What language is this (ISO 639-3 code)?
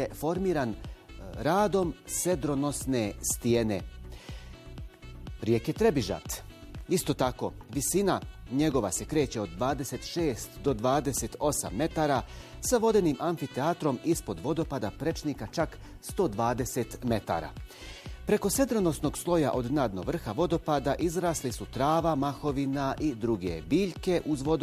bos